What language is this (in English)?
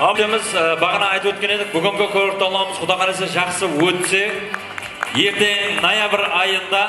Kara-Kalpak